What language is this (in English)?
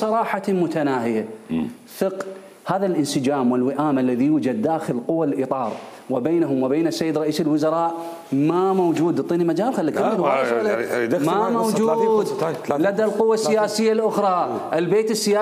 Mesopotamian Arabic